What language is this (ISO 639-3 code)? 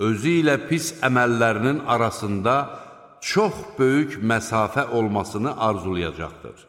aze